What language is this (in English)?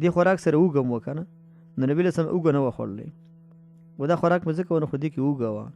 Pashto